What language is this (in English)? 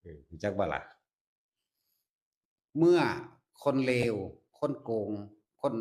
Northeastern Thai